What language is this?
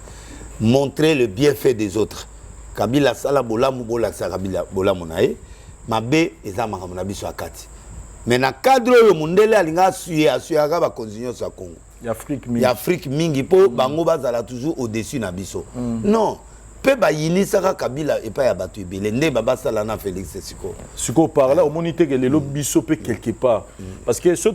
Lingala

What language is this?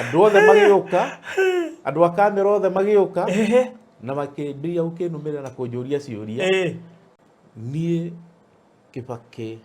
Kikuyu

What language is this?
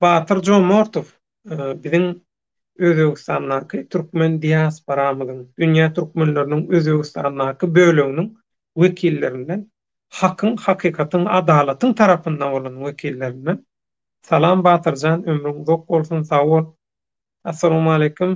Turkmen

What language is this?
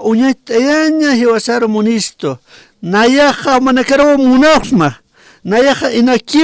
Aymara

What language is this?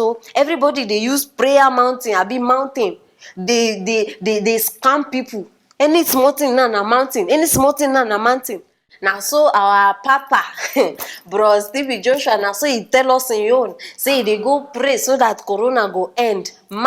Nigerian Pidgin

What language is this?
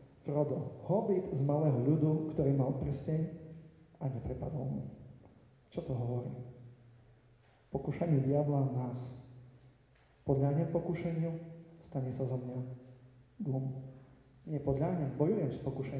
Slovak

